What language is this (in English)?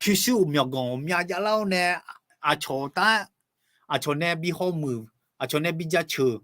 Akha